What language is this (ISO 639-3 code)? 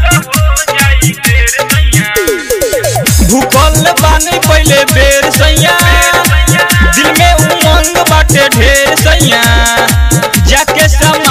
bho